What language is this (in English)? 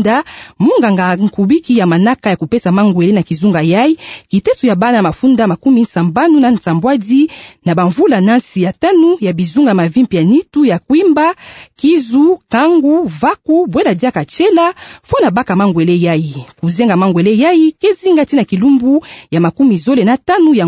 Kituba (Democratic Republic of Congo)